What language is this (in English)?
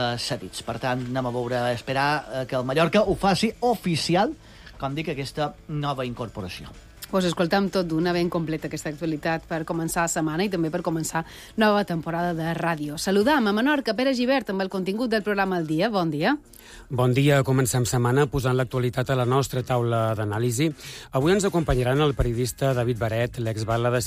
Catalan